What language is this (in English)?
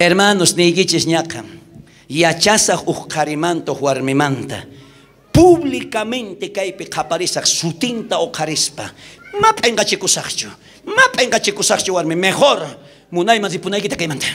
South Bolivian Quechua